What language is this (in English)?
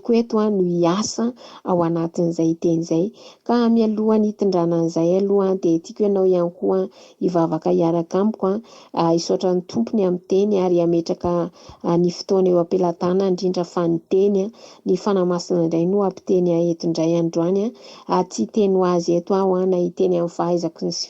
Malagasy